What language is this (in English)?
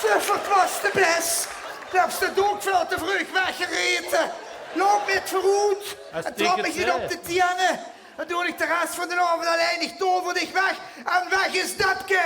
Limburgish